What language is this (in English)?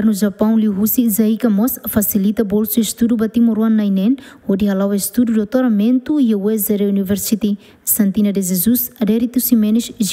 Tetum